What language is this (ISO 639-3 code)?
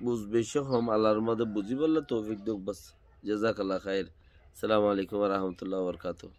rhg